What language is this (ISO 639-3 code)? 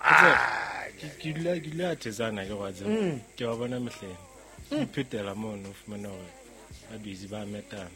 sot